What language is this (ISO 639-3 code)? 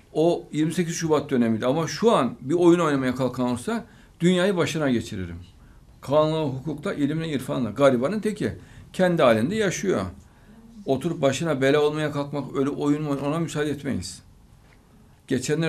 tur